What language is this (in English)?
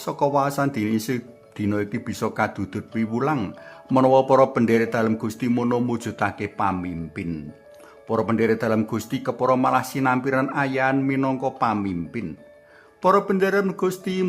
Javanese